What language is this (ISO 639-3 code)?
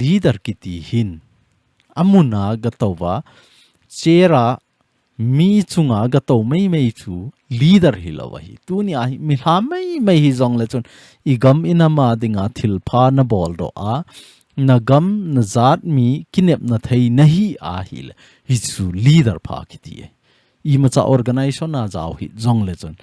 tcz